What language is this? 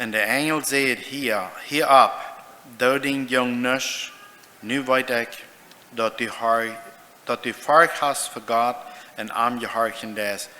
Plautdietsch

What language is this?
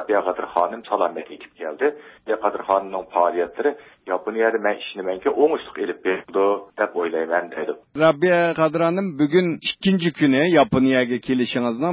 Uyghur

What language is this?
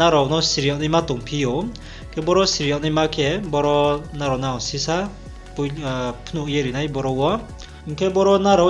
Riang (India)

